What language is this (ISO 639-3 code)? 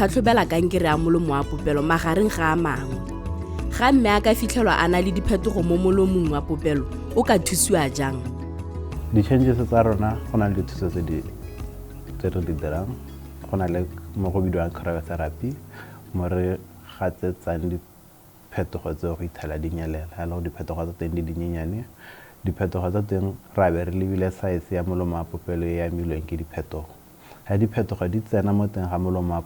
tsn